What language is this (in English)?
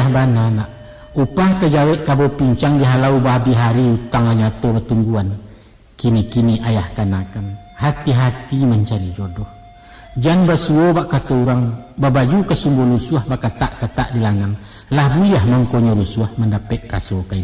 Minangkabau